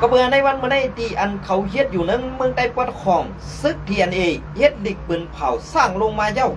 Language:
Shan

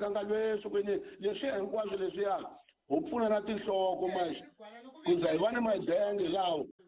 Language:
Tsonga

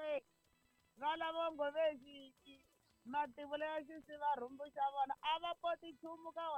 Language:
Tsonga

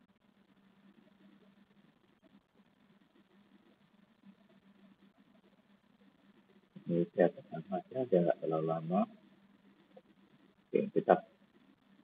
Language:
Indonesian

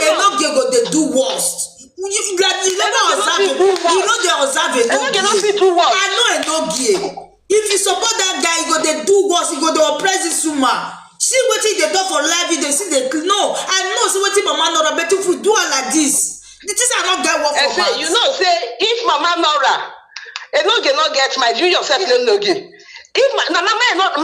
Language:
Nigerian Pidgin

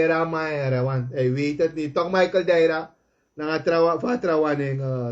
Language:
Sranan Tongo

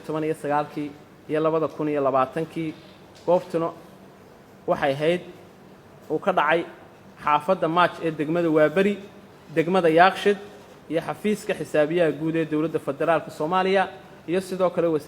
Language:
Somali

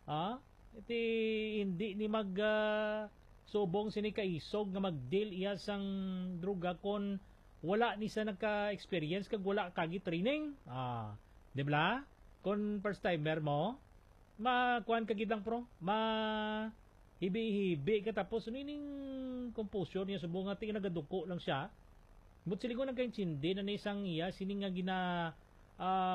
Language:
Hiligaynon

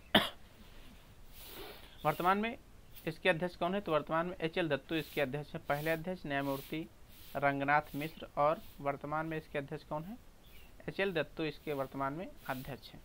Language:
Hindi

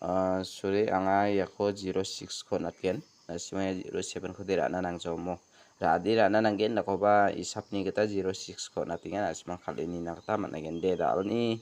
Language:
Garo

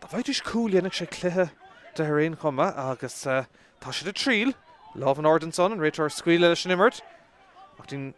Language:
Irish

